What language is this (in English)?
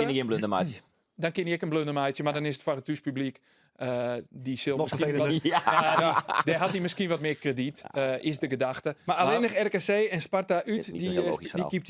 Western Frisian